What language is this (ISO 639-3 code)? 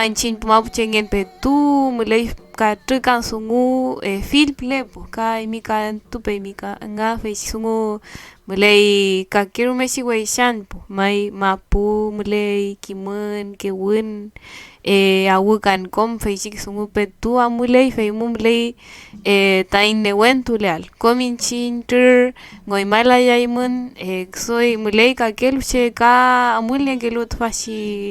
arn